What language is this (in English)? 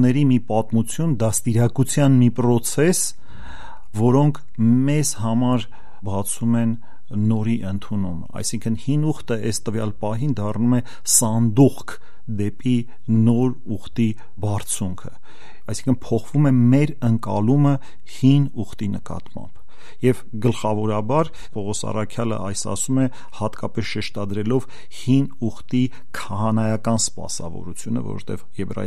Armenian